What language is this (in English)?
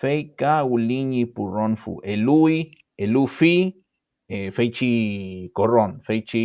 Mapuche